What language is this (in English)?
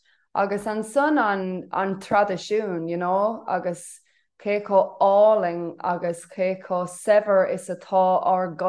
Irish